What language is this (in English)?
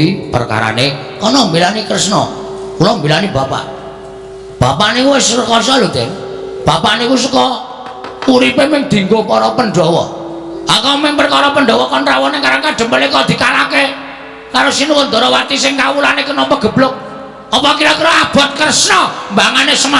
Javanese